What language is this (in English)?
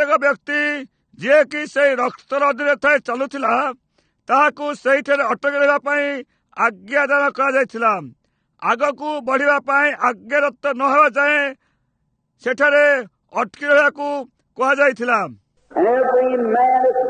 Odia